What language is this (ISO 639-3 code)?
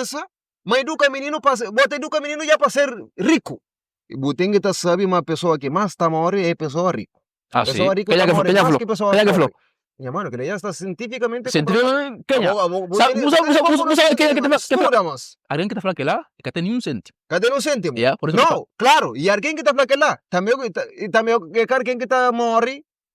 kea